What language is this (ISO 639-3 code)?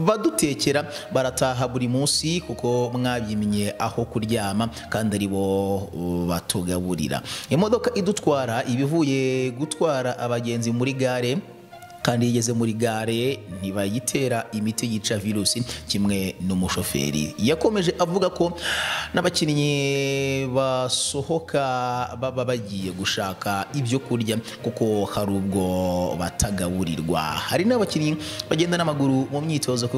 kin